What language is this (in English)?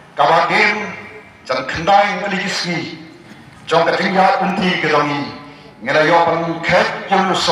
Khasi